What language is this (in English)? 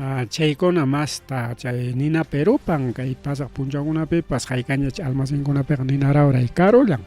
Ayacucho Quechua